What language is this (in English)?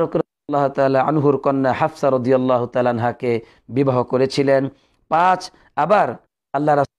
Bangla